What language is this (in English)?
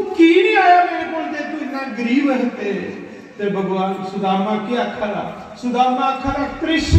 Dogri